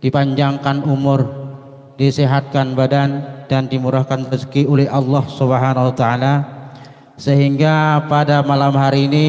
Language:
Banjar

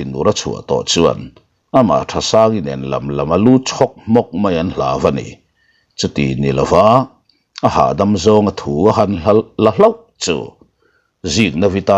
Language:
Mizo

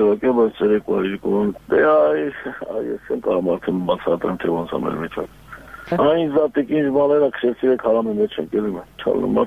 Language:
Armenian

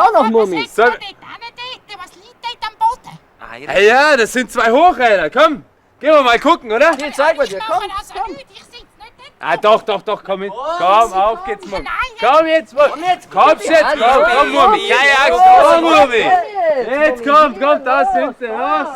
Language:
Swiss German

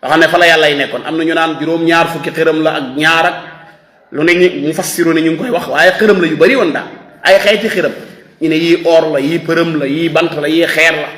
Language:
Wolof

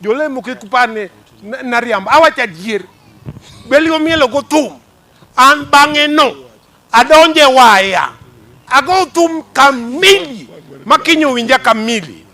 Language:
Luo (Kenya and Tanzania)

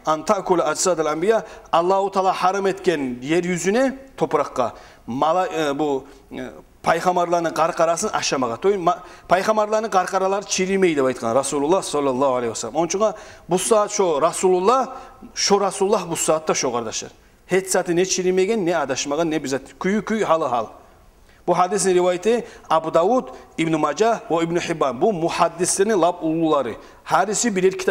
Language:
Kumyk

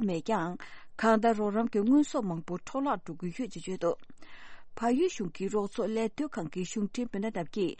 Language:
Tibetan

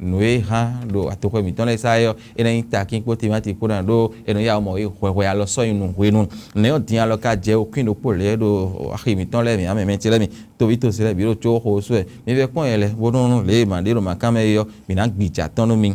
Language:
Fon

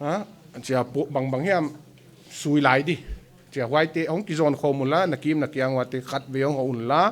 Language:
Paite Chin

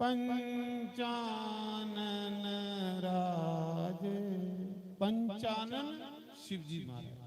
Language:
Dogri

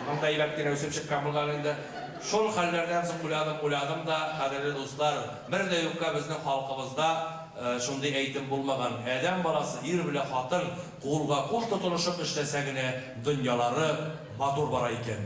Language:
Bashkir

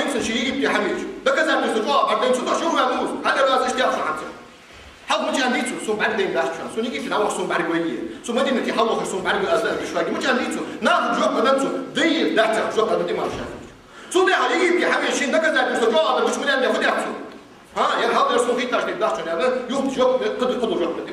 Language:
Ingush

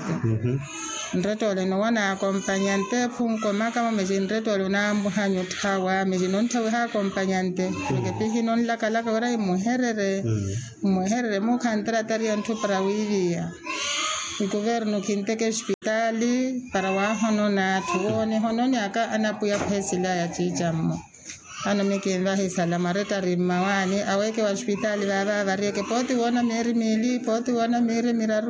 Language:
Makhuwa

